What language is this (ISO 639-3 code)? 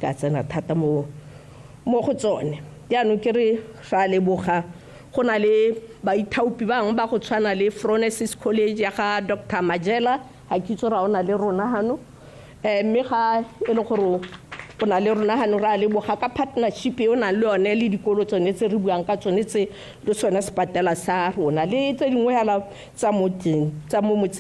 tsn